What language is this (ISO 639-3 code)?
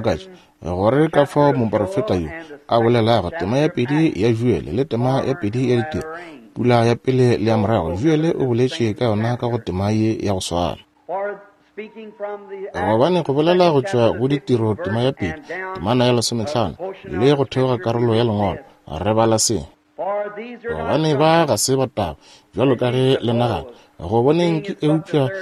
nso